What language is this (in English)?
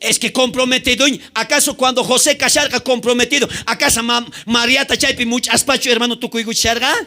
South Bolivian Quechua